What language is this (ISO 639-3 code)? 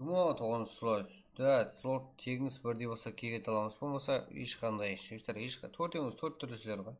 kaa